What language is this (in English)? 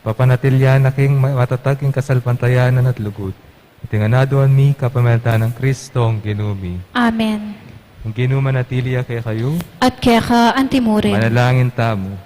Pampanga